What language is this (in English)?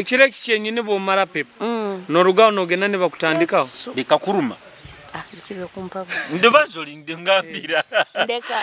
Nyoro